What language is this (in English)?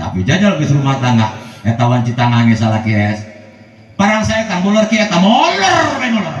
Sundanese